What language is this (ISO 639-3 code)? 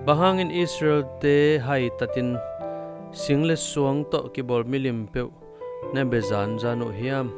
ctd